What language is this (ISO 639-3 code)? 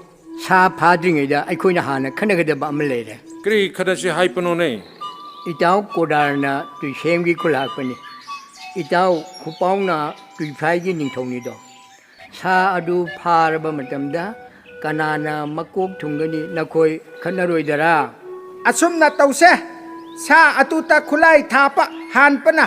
mni